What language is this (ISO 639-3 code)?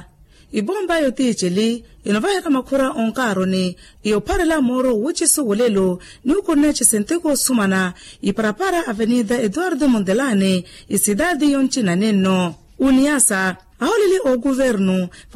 vmw